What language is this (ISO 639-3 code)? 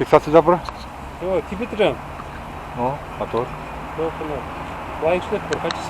chv